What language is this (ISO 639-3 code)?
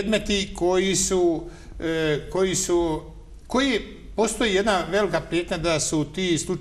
bos